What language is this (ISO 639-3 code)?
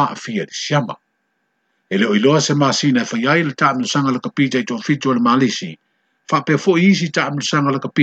smo